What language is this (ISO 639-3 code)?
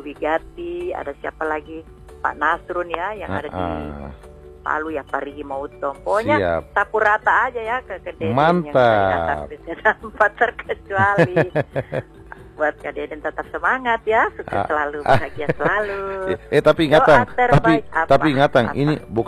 ind